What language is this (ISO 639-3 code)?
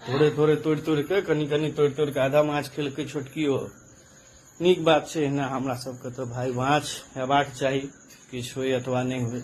mai